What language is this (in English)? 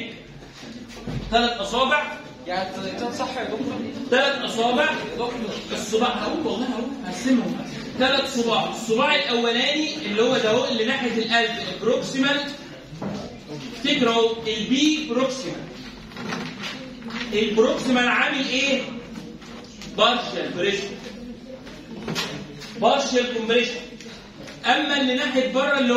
Egyptian Arabic